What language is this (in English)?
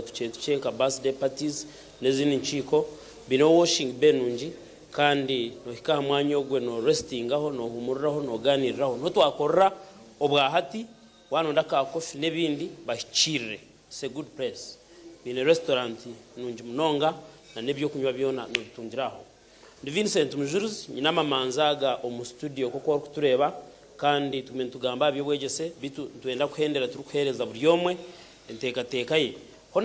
Nyankole